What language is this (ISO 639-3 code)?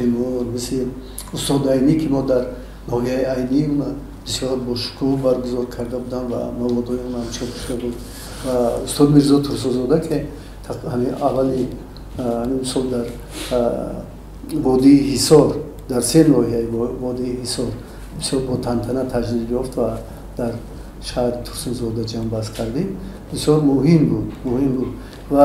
tgk